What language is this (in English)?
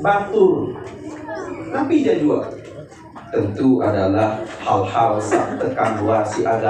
Sasak